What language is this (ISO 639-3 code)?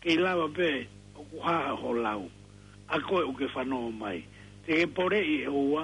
ton